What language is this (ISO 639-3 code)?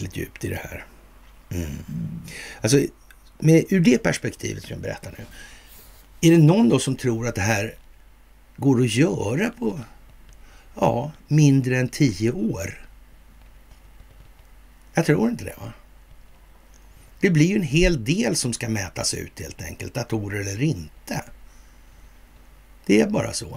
swe